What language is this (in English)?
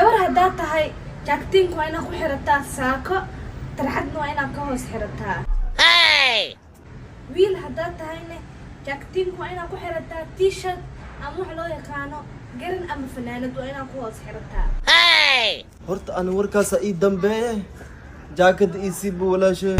Somali